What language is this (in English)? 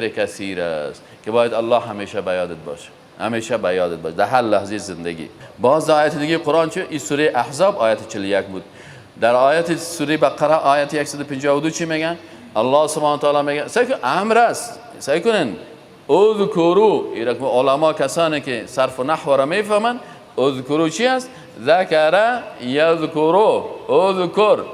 Persian